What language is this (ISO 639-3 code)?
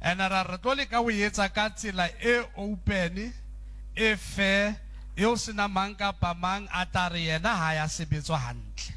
sot